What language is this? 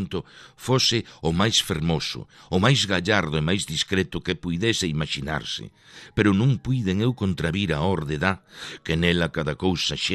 Galician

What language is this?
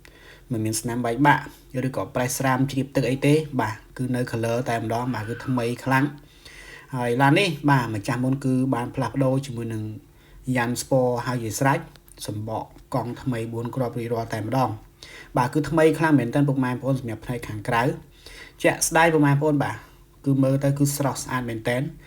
Khmer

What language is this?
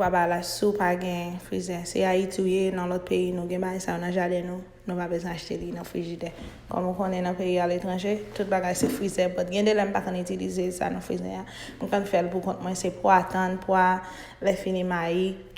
Haitian Creole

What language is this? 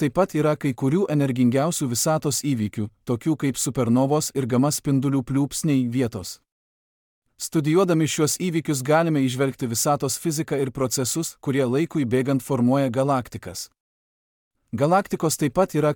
Lithuanian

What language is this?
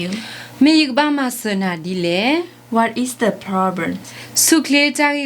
S'gaw Karen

